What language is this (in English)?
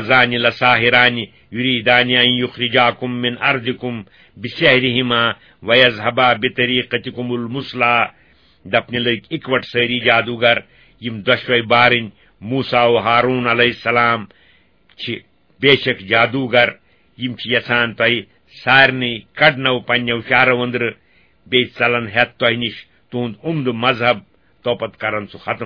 Kashmiri